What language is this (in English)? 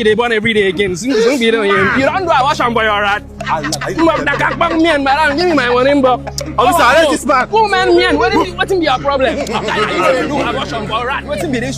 Nigerian Pidgin